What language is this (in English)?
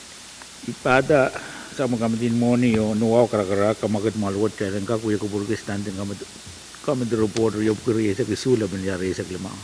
Pohnpeian